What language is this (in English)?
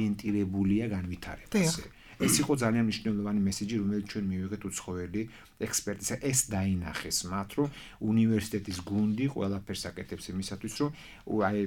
Georgian